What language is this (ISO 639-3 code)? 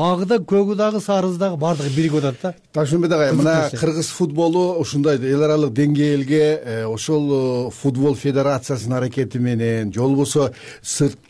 kir